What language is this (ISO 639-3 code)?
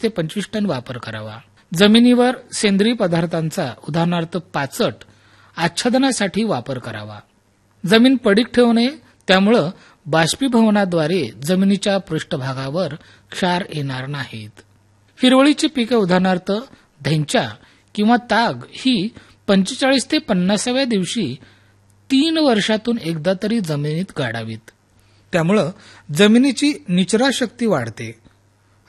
mar